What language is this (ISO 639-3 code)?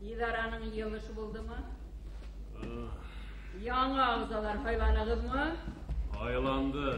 bak